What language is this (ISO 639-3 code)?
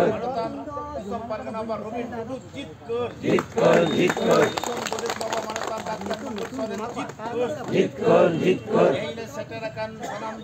sat